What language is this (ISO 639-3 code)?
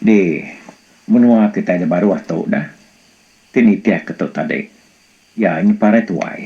iba